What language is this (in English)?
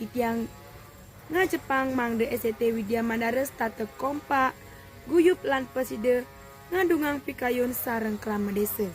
Balinese